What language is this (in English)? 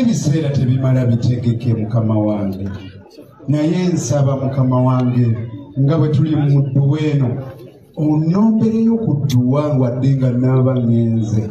Ganda